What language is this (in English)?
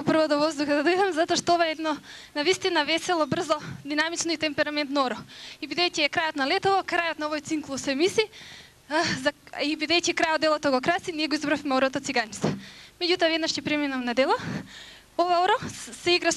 Macedonian